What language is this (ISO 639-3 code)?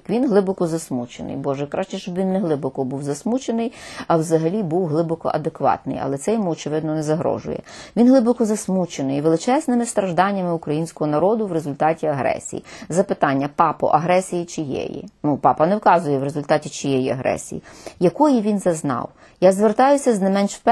ukr